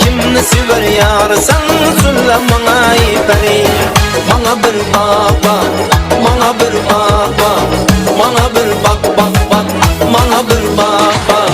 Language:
Kara-Kalpak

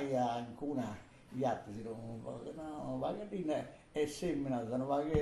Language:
Sardinian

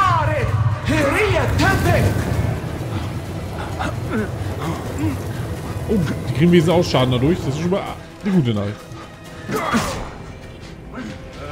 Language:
German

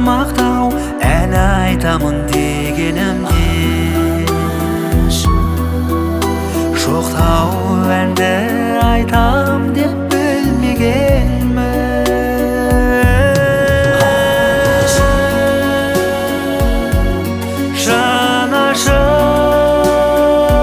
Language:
Kazakh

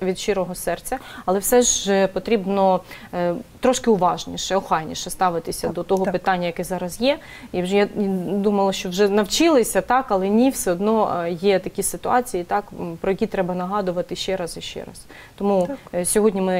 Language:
Ukrainian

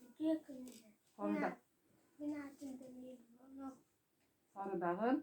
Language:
Yakut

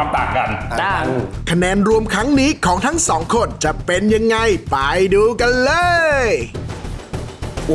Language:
Thai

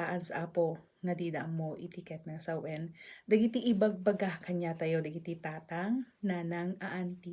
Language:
Iloko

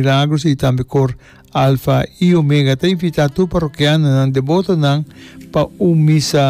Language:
Papiamento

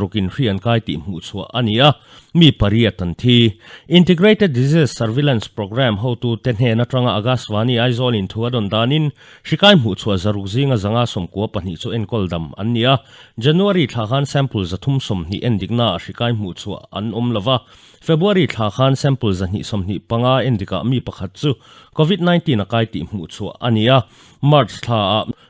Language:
Mizo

